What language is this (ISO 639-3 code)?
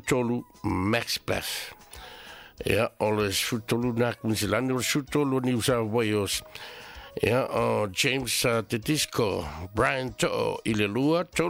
smo